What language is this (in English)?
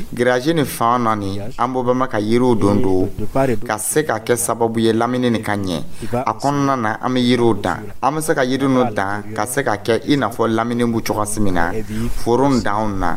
Dyula